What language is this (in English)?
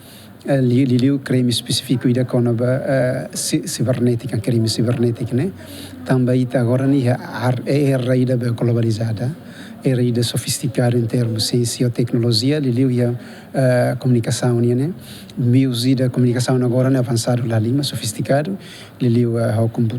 Tetum